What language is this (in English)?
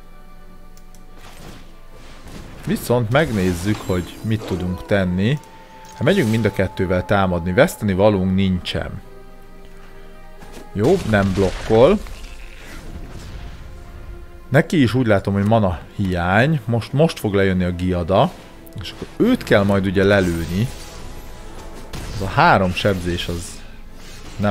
Hungarian